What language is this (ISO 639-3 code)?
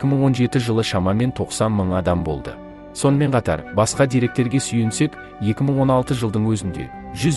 kaz